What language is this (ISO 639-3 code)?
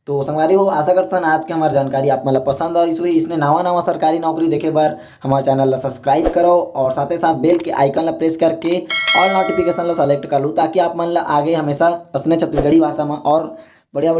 hne